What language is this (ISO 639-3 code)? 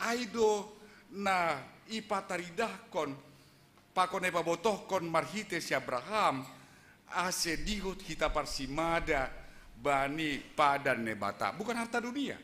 bts